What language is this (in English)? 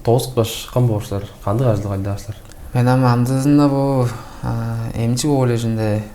Tuvinian